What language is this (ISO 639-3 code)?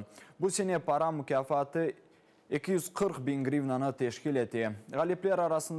crh